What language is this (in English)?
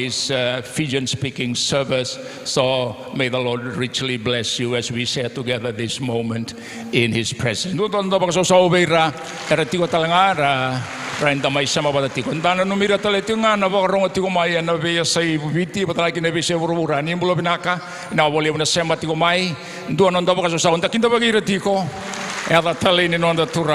Fijian